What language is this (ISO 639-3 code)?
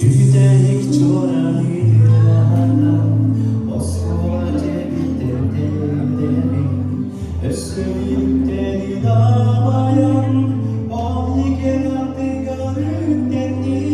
sah